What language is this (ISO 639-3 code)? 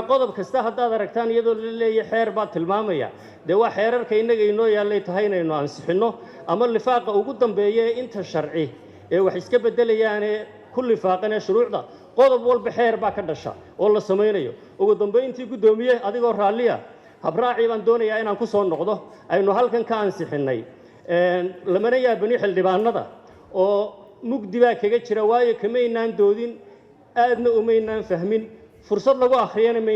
som